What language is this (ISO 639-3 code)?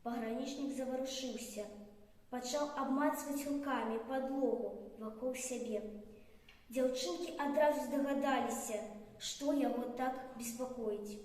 bel